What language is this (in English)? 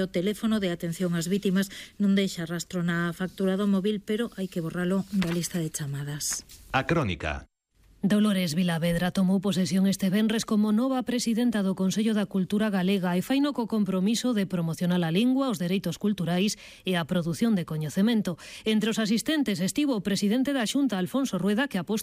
Galician